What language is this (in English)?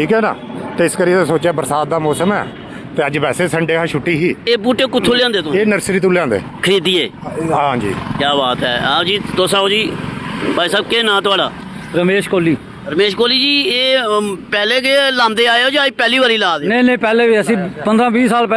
Dogri